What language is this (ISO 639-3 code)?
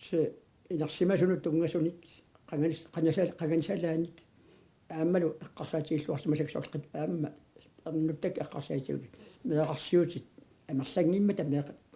kal